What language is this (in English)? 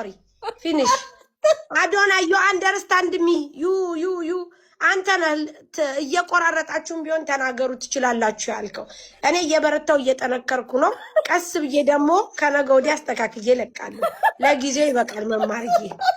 Amharic